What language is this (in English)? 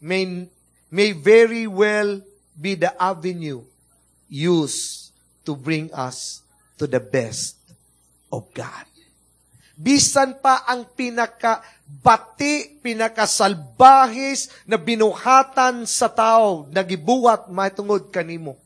Cebuano